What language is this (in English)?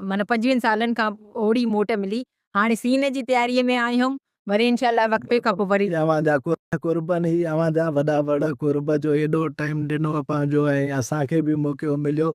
Sindhi